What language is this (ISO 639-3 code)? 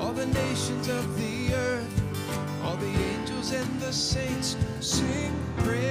ewe